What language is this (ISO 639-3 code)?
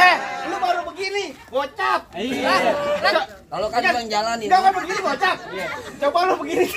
bew